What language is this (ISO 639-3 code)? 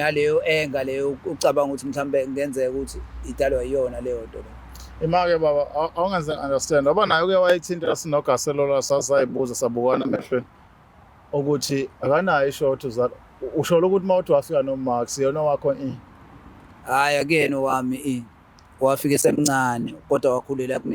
zul